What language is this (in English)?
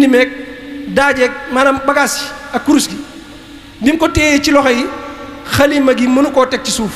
Wolof